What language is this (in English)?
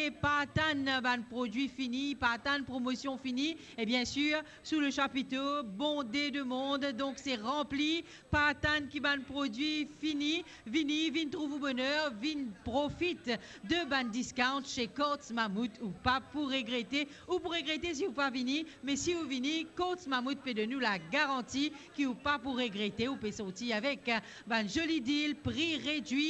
Morisyen